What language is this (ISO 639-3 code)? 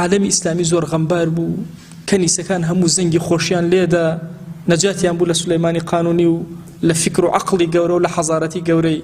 ckb